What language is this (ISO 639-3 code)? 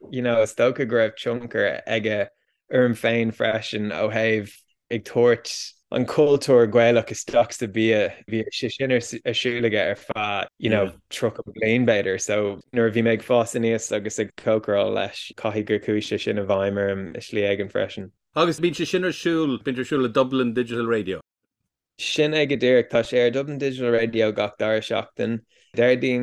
gle